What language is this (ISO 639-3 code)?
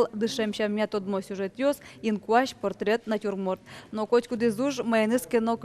udm